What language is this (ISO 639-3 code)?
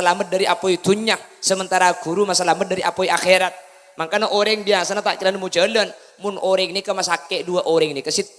mad